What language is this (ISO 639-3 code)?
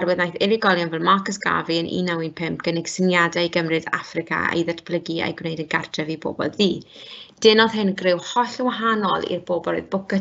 cym